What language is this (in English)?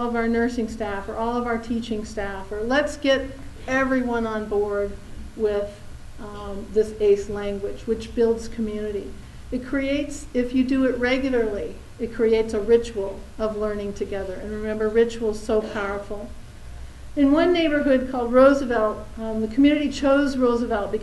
English